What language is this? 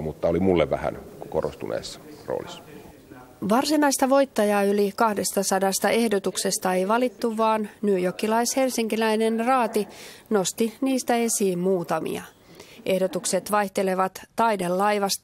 Finnish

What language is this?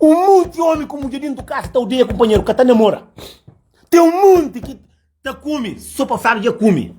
Kabuverdianu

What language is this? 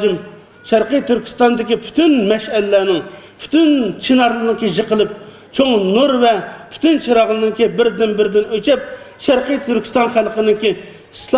Uyghur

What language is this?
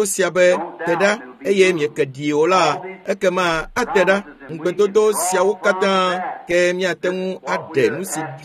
Ewe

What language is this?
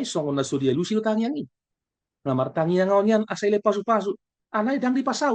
Batak Toba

